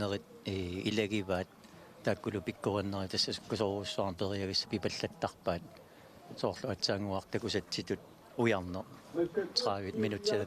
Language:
Kalaallisut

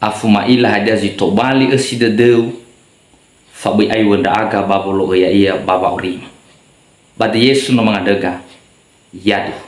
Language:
Nias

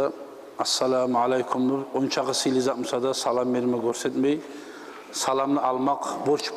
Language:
Kumyk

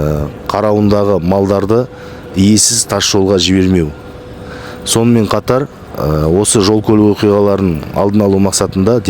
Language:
Kazakh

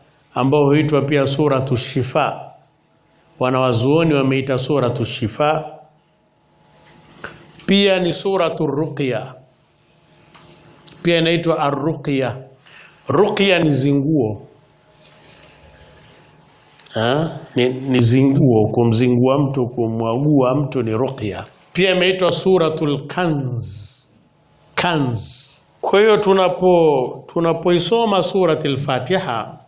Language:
Swahili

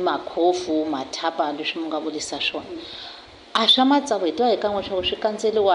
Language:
Tsonga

